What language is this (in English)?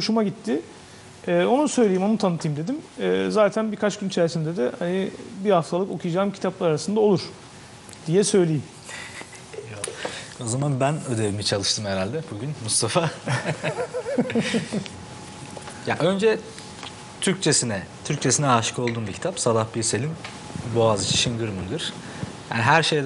Turkish